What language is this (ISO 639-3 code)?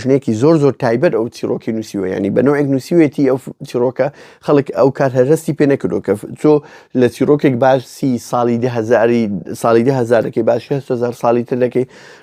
ckb